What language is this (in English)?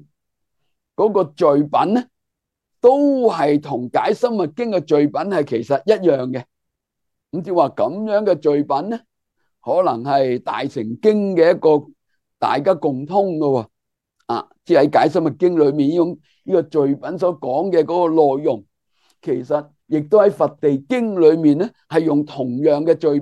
Cantonese